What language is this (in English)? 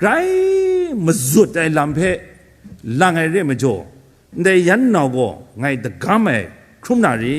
Kachin